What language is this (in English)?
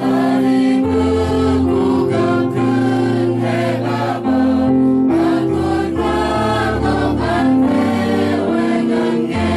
Central Mnong